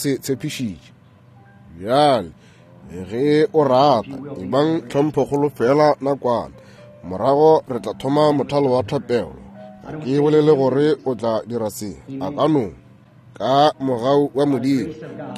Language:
Northern Sotho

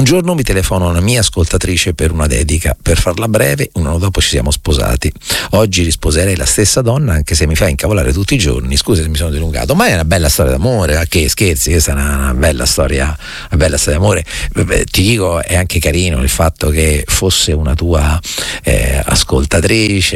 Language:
Italian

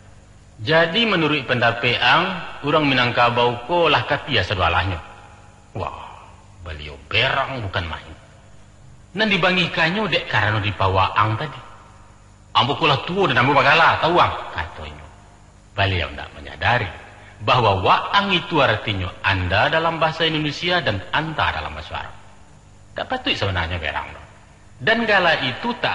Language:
Minangkabau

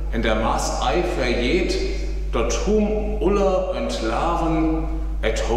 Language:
Northern Frisian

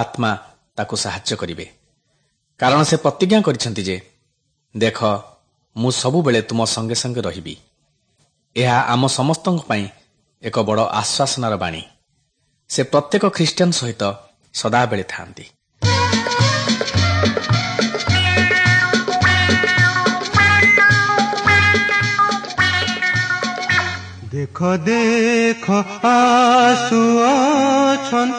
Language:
Odia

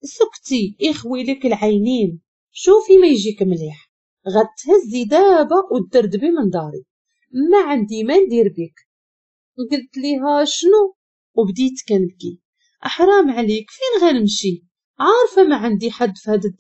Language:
Moroccan Arabic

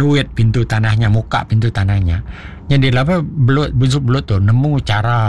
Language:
Iban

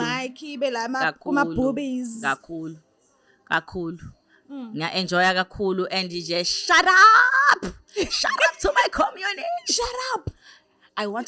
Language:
Zulu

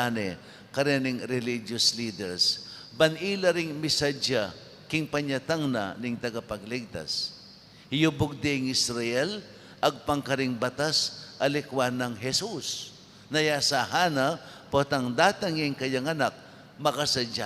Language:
Pampanga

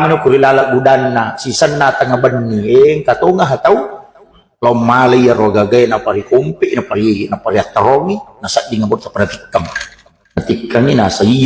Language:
Buginese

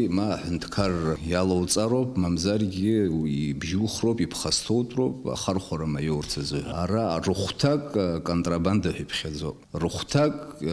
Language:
Abkhazian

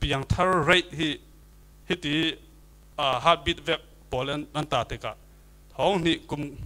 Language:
Falam Chin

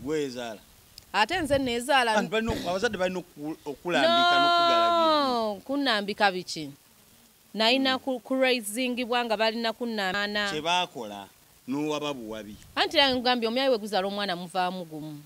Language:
Ganda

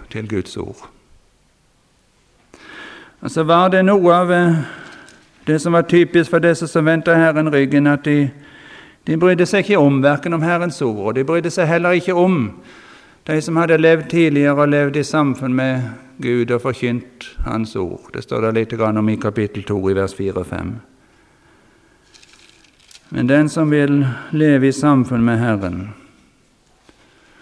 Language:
Norwegian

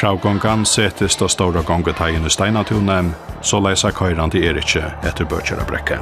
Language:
Faroese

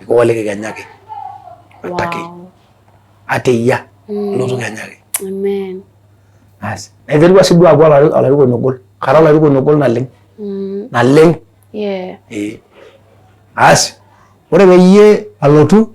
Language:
Masai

